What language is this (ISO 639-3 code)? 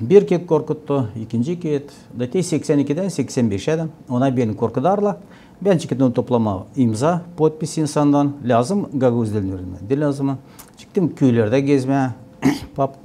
gag